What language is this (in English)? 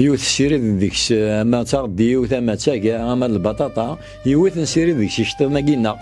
Kabyle